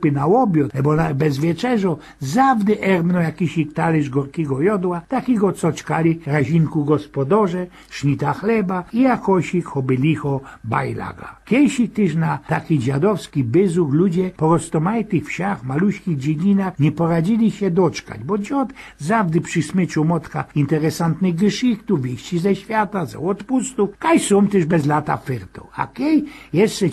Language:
Silesian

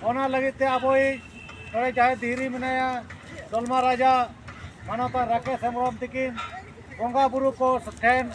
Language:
Santali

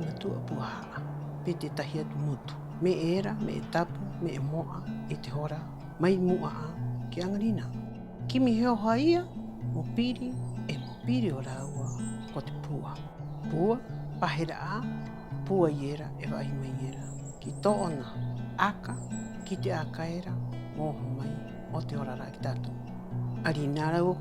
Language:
Rapanui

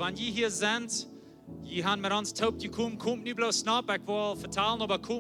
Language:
Plautdietsch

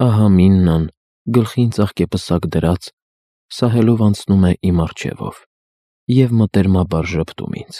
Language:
Armenian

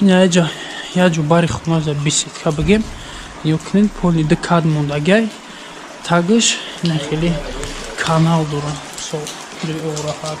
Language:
Tajik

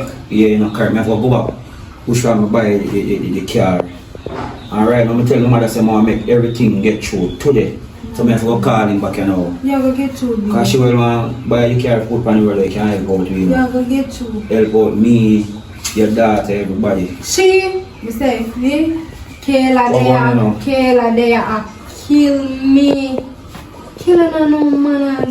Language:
Jamaican Creole English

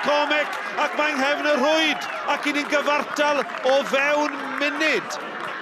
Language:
Welsh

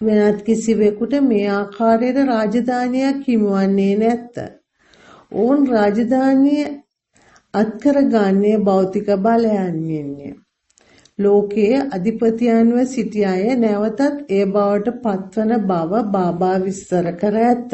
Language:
Sinhala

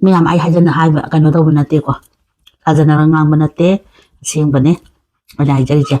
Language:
Manipuri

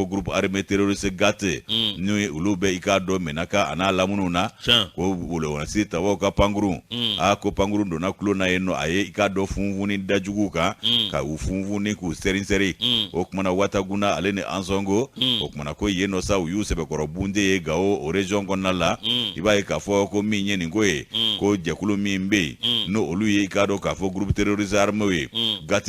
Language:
Bambara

